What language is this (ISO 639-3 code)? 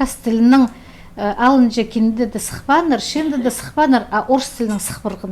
kjh